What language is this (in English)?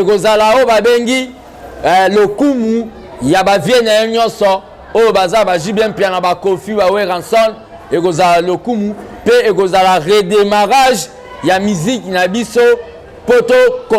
Lingala